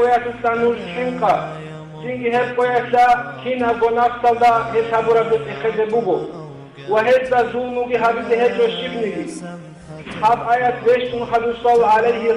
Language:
Avaric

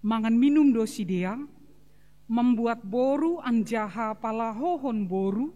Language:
Batak Simalungun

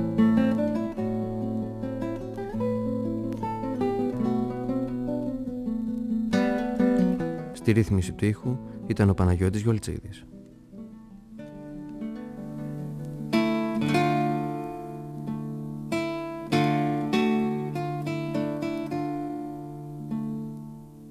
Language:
Greek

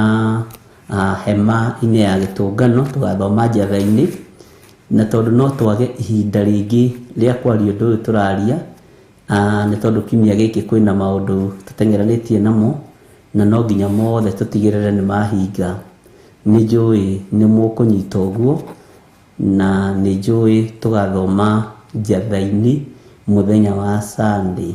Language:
Kikuyu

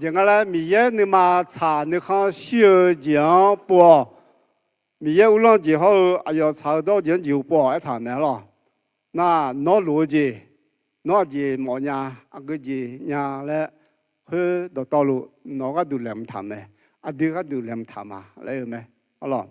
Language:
Akha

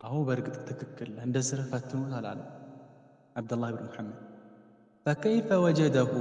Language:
Amharic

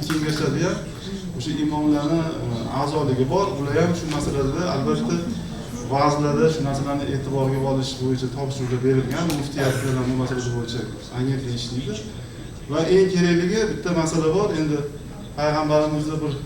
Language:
Uzbek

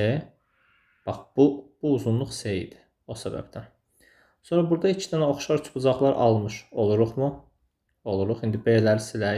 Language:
Azerbaijani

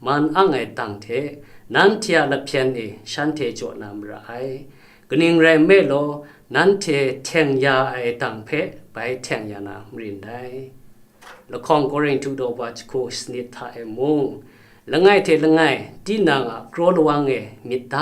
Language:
Kachin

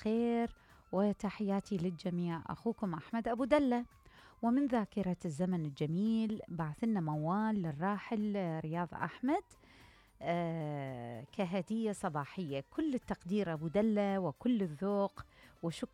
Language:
Mesopotamian Arabic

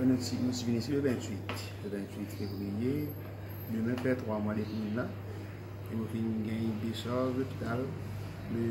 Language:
Morisyen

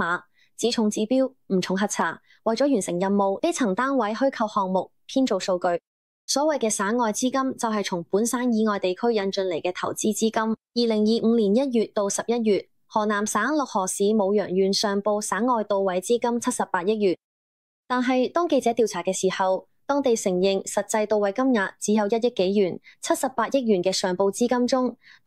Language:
Cantonese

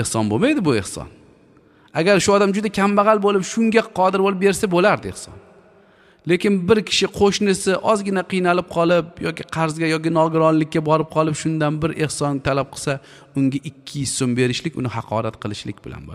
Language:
Uzbek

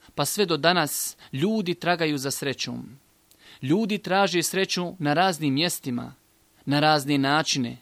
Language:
Bosnian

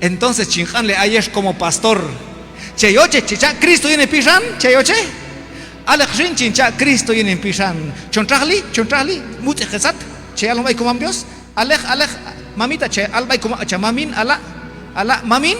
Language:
Q'anjob'al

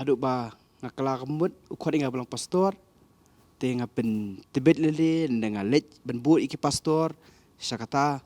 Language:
Khasi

